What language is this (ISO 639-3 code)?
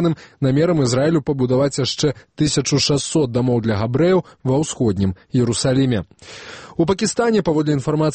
bel